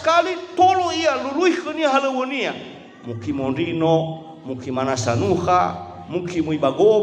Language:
Nias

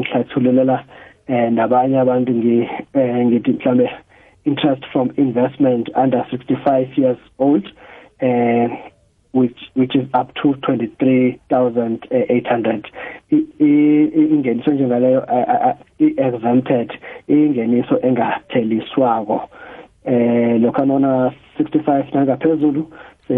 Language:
South Ndebele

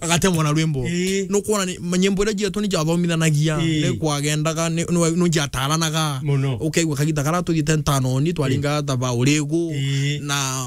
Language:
Meru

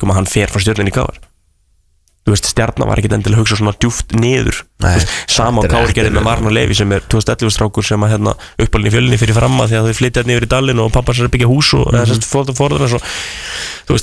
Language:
Icelandic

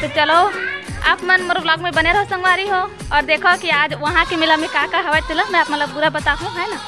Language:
Chhattisgarhi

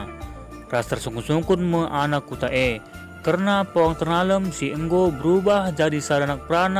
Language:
Batak Karo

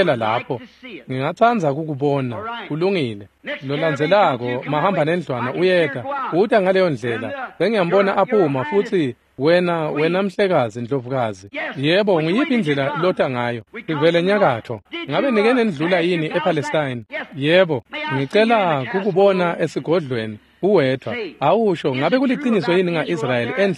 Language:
Swati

